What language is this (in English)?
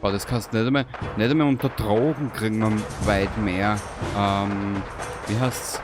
Bavarian